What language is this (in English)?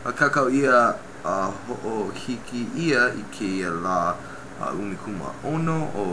Hawaiian